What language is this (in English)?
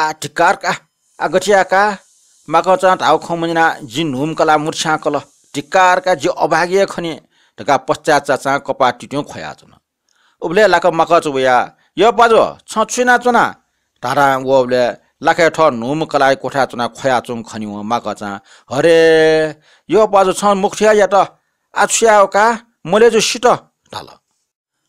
Newari